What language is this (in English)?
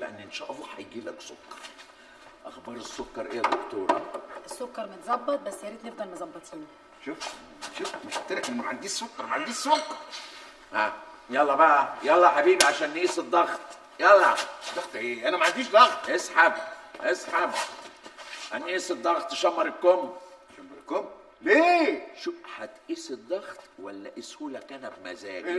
Egyptian Arabic